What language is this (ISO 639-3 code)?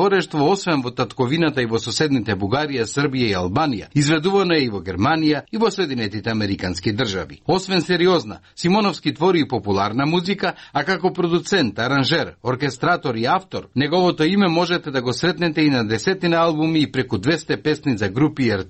mkd